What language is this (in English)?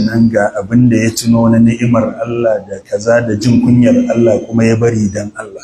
Hausa